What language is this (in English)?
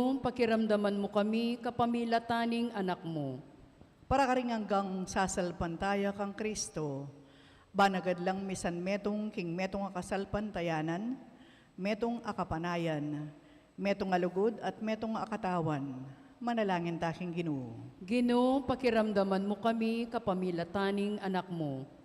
Pampanga